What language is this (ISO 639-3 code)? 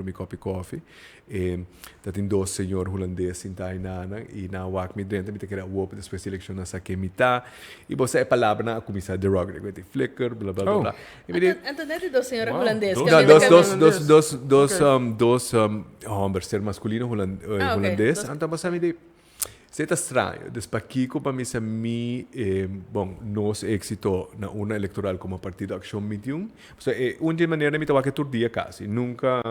pap